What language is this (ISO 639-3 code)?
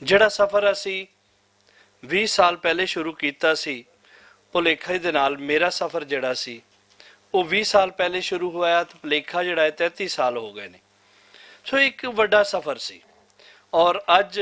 lah